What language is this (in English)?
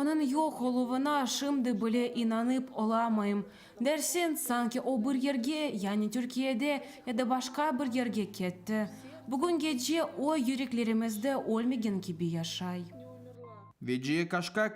Crimean Tatar